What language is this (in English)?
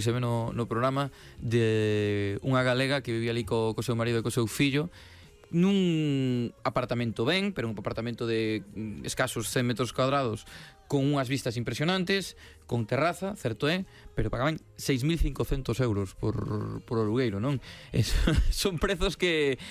Galician